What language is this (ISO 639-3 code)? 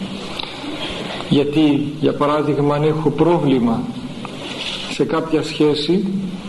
ell